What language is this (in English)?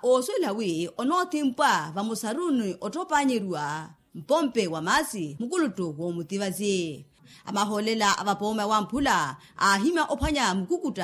Makhuwa